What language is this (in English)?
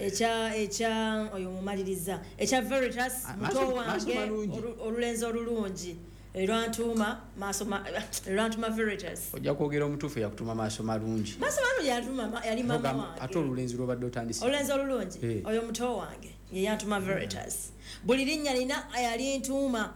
Ganda